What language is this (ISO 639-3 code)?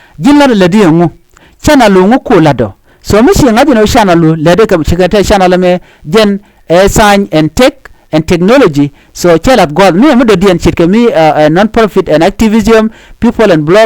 nus